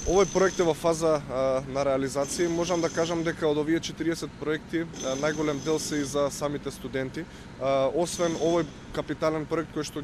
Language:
Macedonian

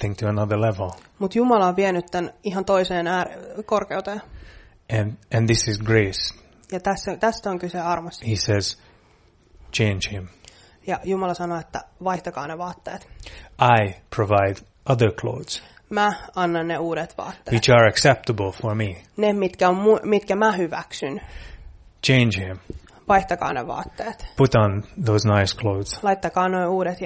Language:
Finnish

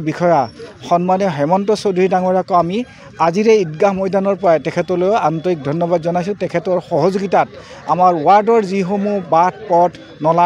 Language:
Assamese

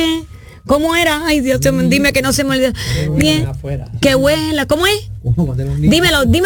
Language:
Spanish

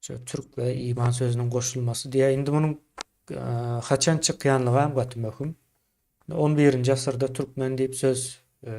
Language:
Turkmen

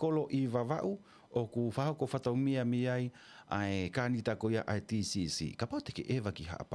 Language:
Tongan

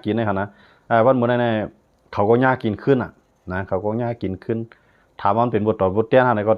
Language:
Shan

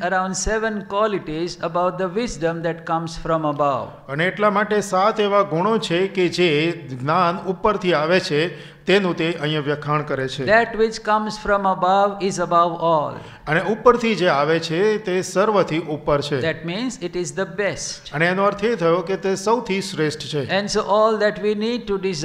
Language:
Gujarati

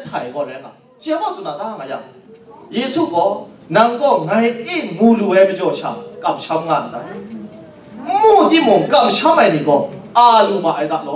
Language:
Kachin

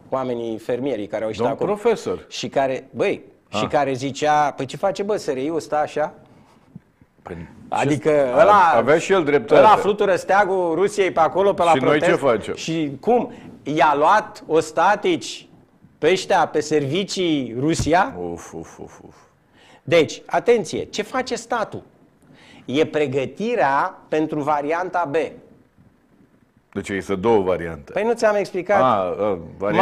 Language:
Romanian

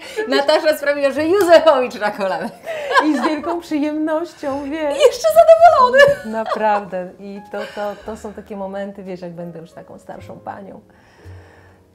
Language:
Polish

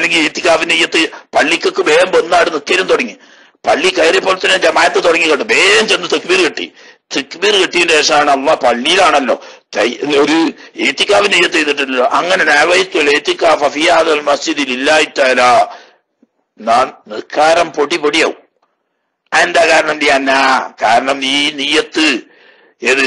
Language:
Malayalam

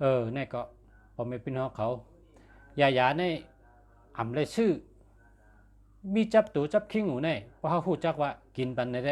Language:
Shan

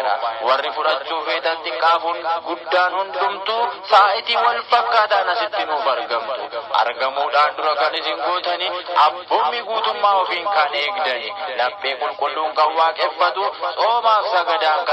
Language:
Oromo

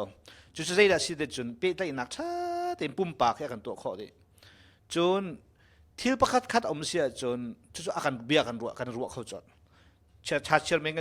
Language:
Hakha Chin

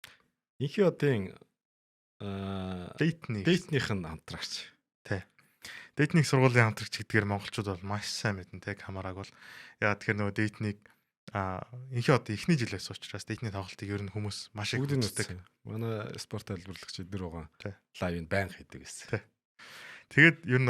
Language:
Mongolian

